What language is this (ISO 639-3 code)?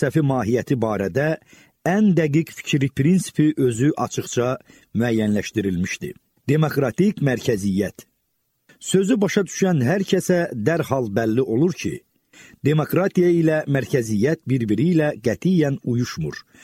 aze